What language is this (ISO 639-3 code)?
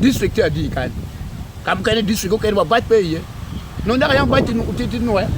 ach